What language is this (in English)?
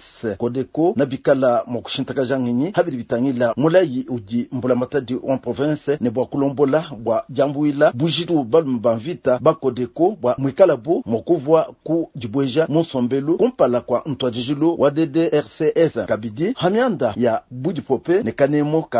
Luba-Lulua